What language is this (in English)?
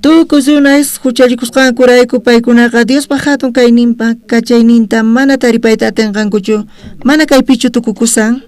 South Bolivian Quechua